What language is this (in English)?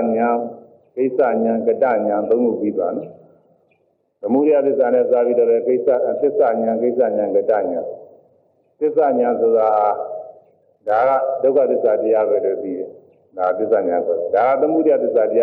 Burmese